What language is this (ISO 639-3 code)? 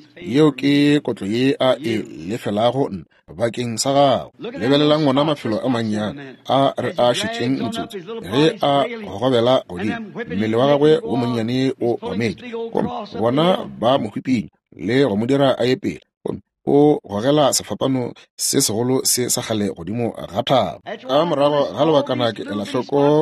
nso